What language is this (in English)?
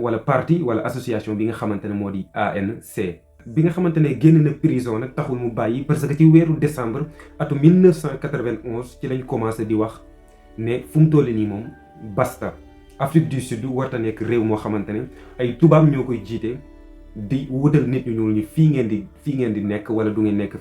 Wolof